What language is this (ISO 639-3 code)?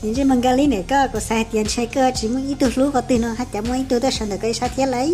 hmn